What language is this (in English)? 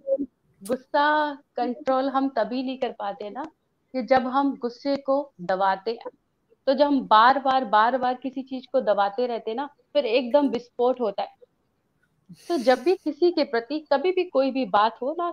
Hindi